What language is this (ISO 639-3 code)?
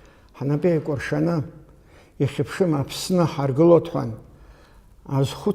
abk